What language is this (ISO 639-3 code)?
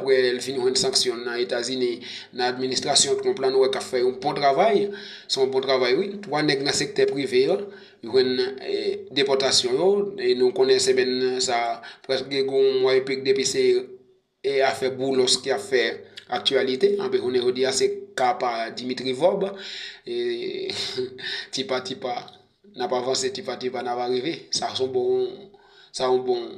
hat